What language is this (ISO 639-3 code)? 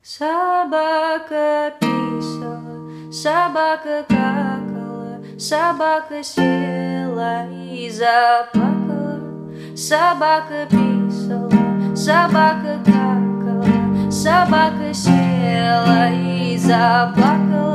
rus